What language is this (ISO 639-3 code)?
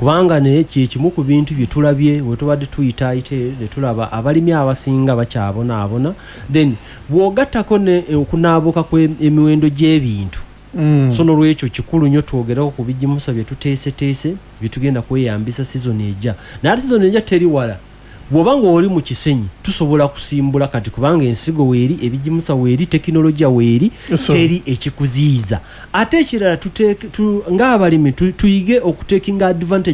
lug